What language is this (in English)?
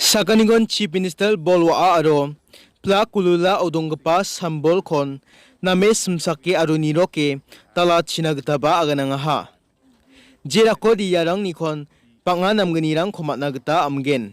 Garo